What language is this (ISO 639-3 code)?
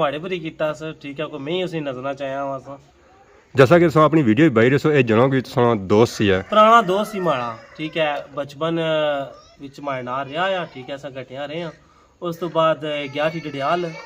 phr